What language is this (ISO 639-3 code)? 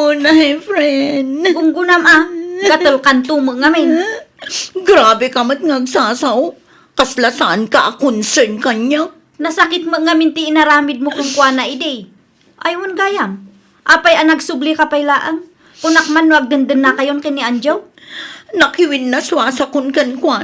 ilo